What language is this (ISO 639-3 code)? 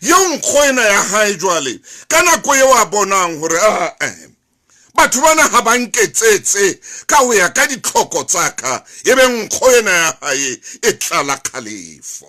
sot